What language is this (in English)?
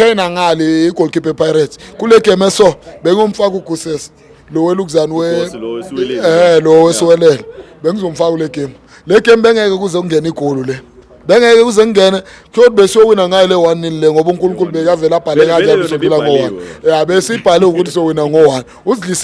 Zulu